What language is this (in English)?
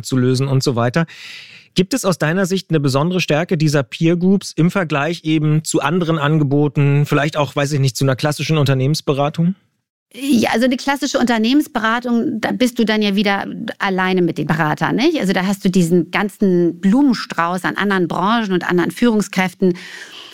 German